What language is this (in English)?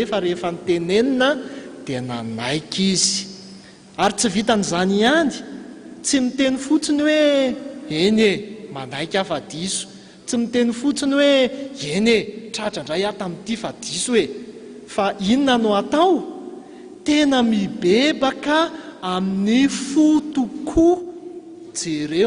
Malagasy